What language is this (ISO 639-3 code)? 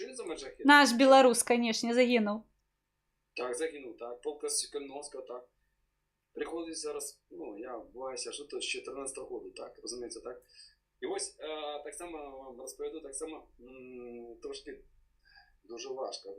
bel